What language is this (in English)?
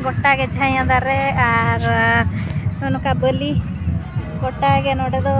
Santali